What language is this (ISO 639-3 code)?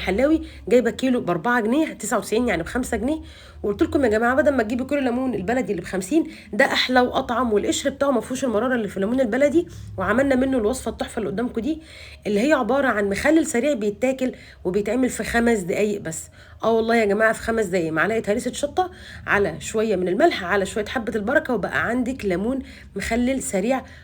arz